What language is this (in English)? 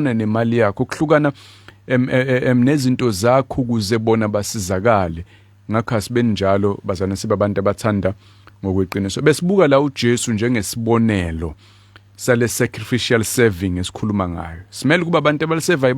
Zulu